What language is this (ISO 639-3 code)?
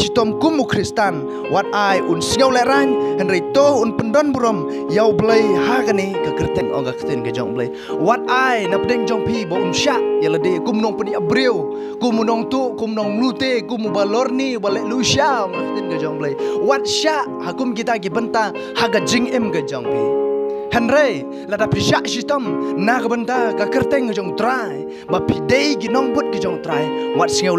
kha